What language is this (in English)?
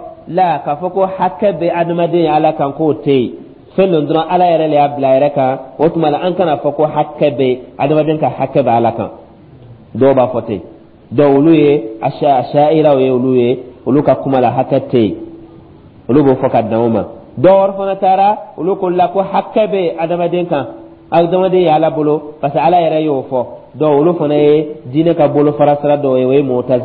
Dyula